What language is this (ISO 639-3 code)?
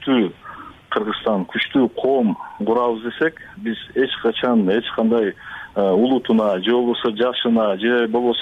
kir